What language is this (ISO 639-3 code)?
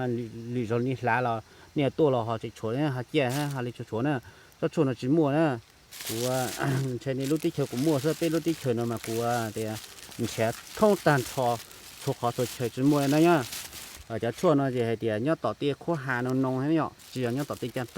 hmn